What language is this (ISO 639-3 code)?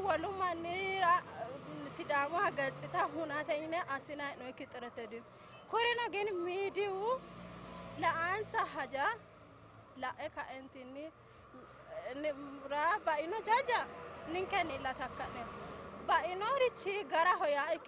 sid